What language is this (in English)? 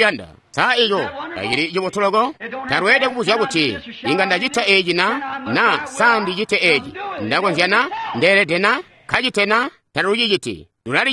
Tonga (Zambia)